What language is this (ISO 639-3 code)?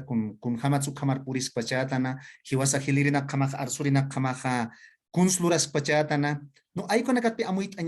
aym